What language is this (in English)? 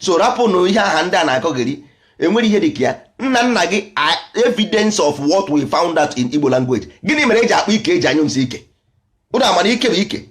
Igbo